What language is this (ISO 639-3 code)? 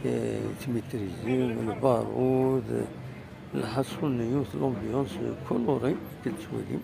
kab